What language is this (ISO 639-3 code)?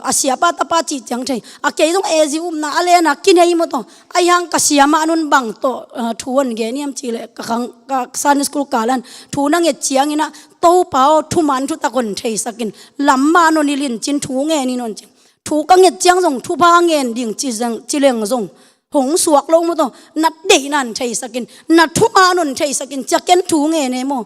ctd